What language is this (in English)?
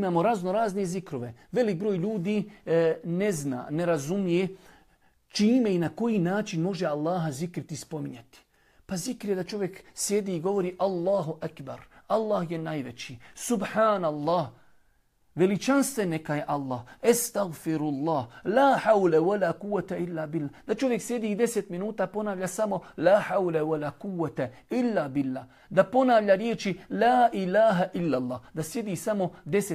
Bosnian